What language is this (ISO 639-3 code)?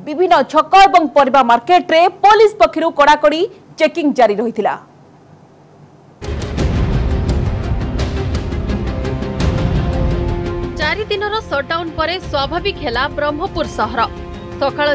ori